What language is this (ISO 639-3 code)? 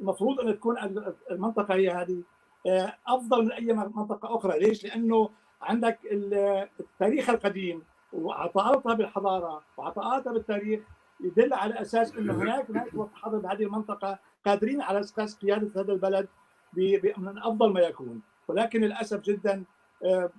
apc